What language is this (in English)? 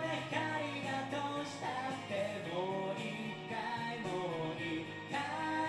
Japanese